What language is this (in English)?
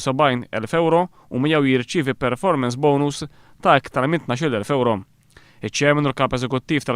Maltese